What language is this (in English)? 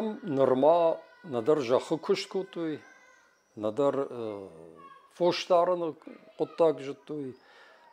Ossetic